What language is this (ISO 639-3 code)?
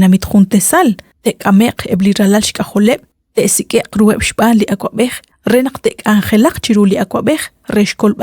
kek